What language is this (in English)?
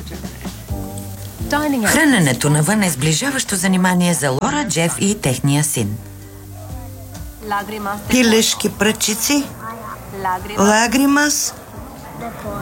Bulgarian